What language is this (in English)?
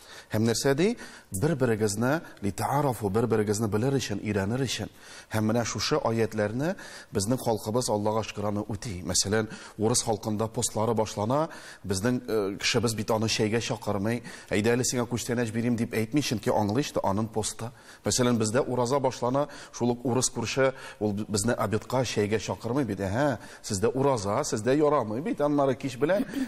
Tatar